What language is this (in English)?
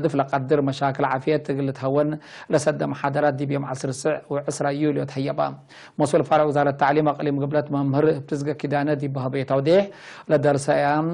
Tigre